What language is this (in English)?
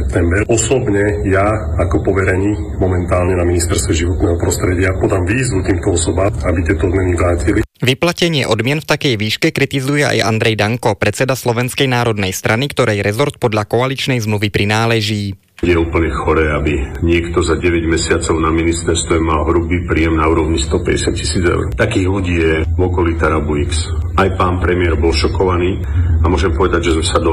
Slovak